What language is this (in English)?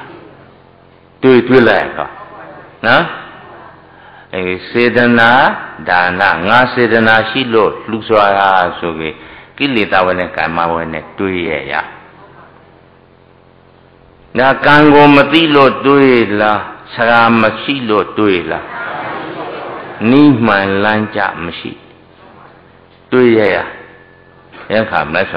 Burmese